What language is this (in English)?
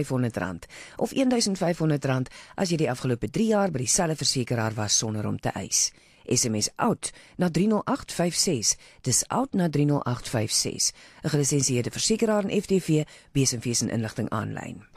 Afrikaans